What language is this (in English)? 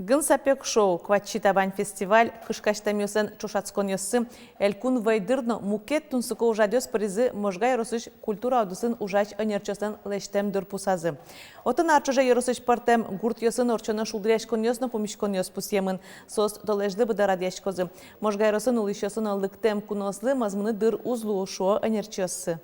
Udmurt